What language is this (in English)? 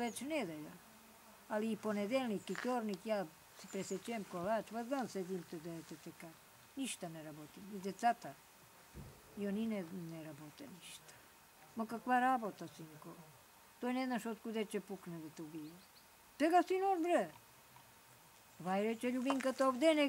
Serbian